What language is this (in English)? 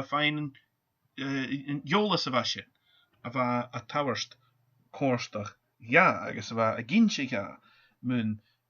Scottish Gaelic